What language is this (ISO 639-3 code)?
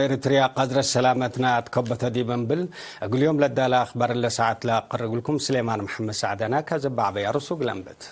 tig